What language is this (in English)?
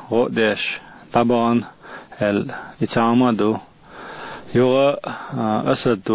Chechen